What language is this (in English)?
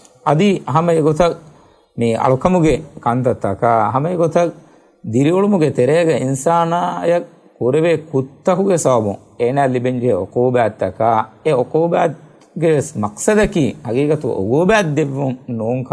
Divehi